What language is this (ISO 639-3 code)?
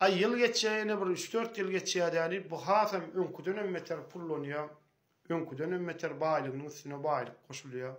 tuk